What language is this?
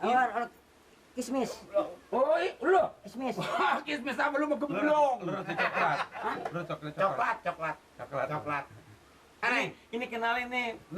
Betawi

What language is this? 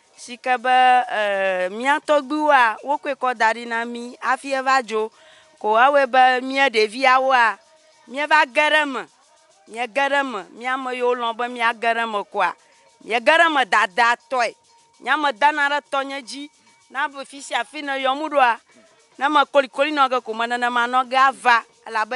Ewe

